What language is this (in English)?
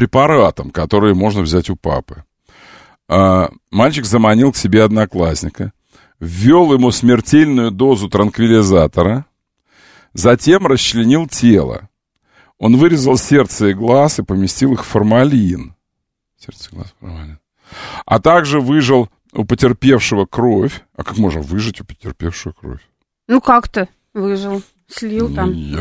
Russian